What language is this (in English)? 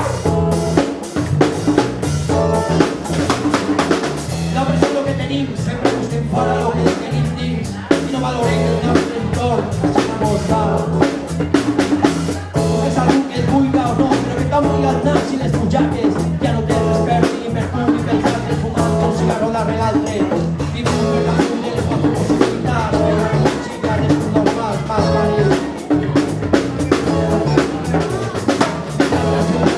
Catalan